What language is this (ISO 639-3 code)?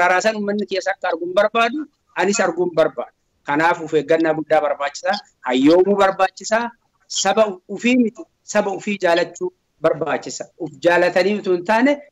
orm